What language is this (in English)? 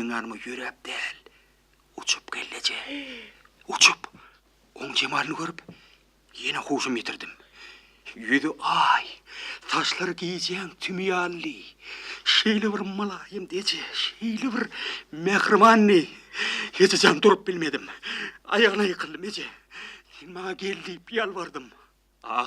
Turkmen